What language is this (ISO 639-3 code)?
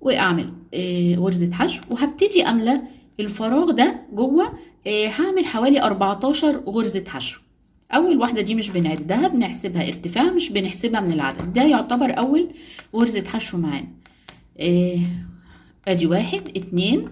arz